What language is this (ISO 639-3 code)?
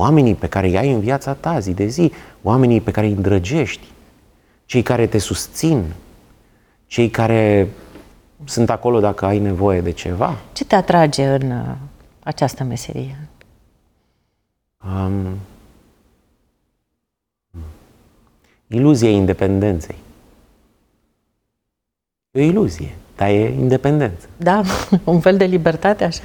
ron